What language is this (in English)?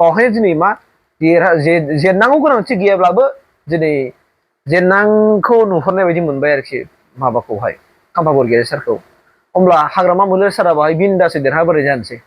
Bodo